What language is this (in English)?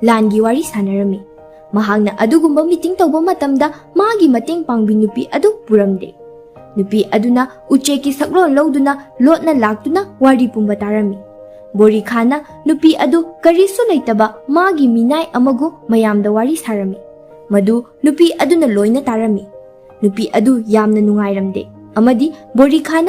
Manipuri